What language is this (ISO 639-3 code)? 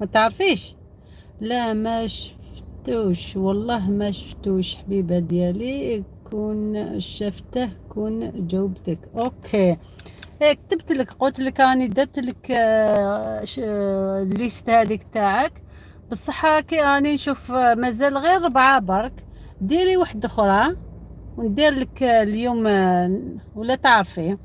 arq